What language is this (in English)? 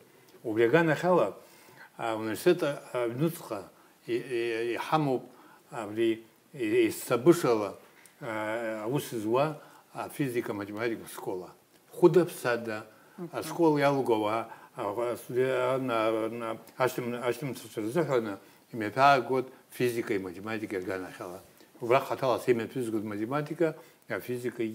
Abkhazian